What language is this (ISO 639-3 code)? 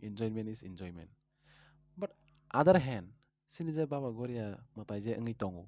trp